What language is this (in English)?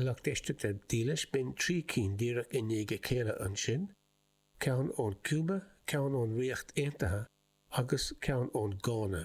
Irish